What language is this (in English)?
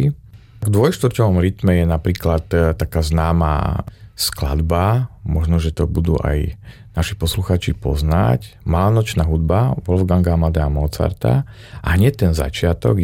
Slovak